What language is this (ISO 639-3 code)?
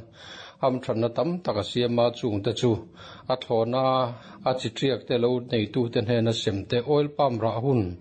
lus